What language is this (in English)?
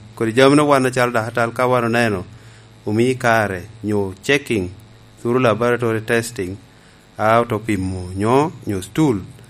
Lango (Uganda)